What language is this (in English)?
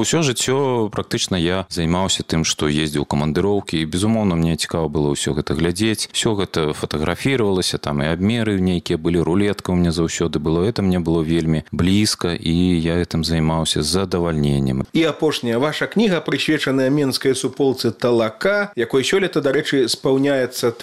Belarusian